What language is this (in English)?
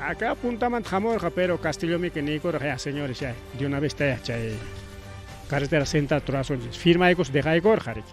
Ayacucho Quechua